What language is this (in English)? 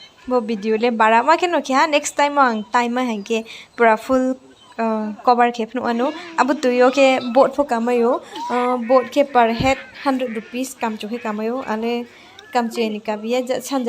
Riang (India)